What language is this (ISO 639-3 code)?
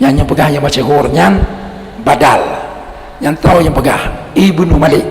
ace